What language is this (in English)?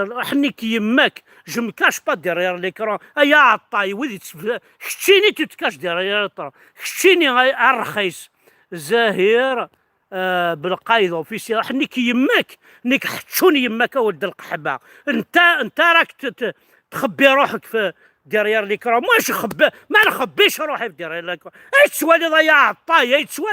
Kabyle